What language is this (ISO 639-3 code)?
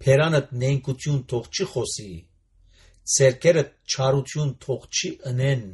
hye